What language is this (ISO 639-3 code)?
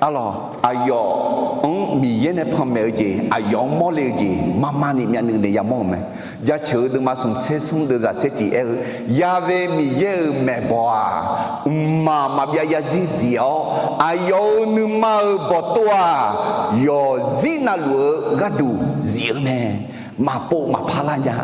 ahk